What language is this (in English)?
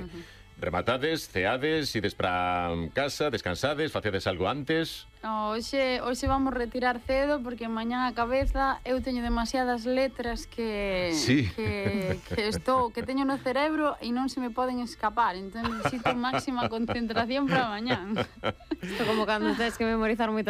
Galician